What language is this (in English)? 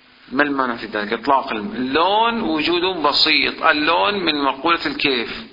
Arabic